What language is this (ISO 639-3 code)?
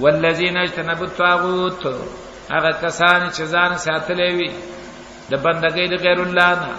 pus